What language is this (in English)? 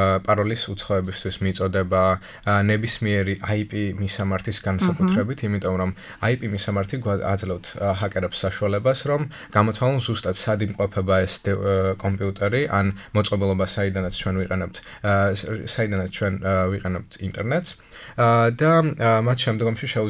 Georgian